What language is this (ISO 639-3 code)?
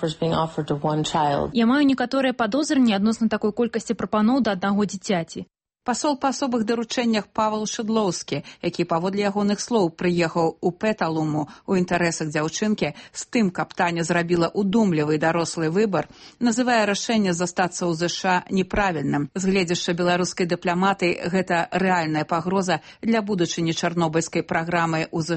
bel